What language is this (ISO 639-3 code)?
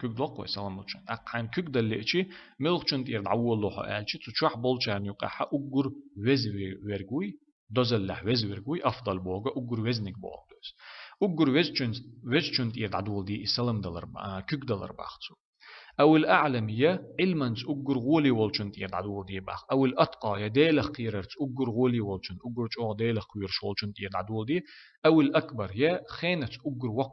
che